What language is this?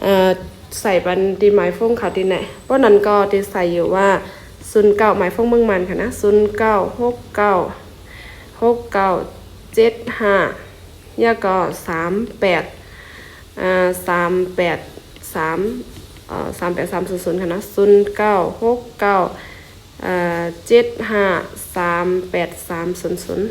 Shan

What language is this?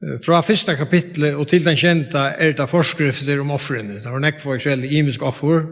Faroese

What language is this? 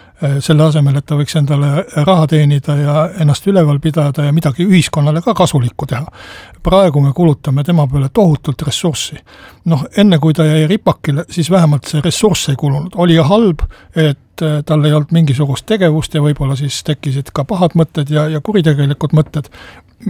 Estonian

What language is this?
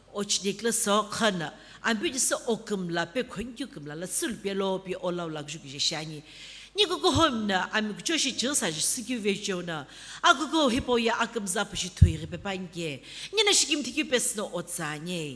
Sumi Naga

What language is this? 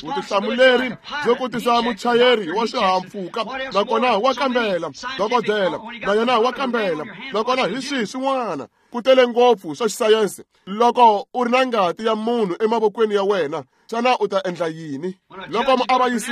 Tsonga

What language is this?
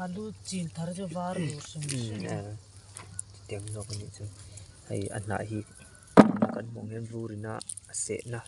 Mizo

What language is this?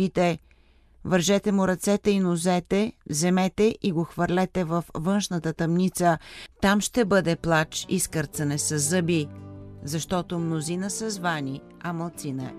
Bulgarian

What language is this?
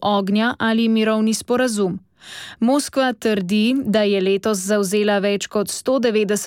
Slovenian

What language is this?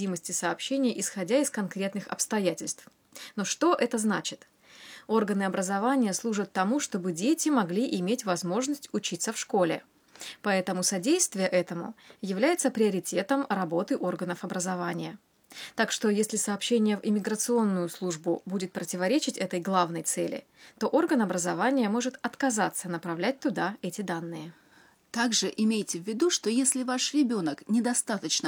Russian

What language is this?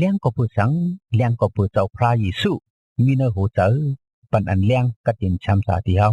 Shan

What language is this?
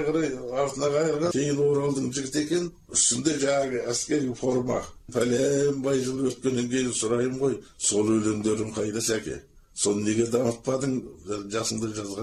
Kazakh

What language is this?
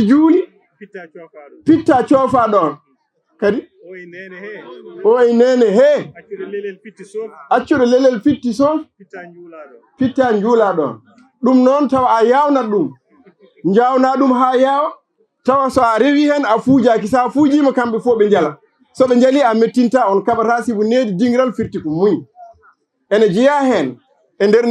Fula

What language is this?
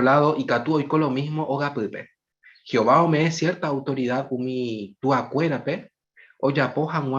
Guarani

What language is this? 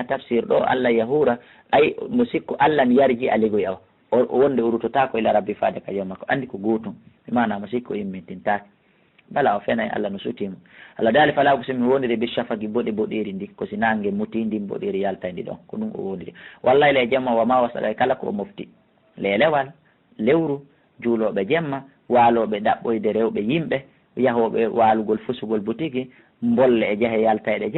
Fula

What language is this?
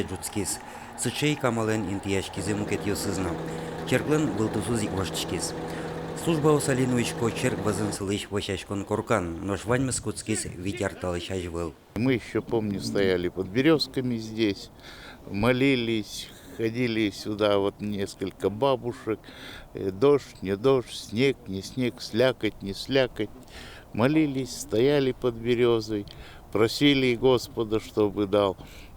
Udmurt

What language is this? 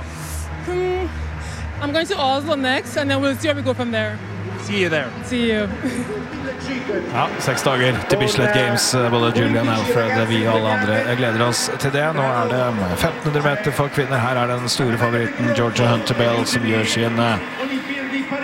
Norwegian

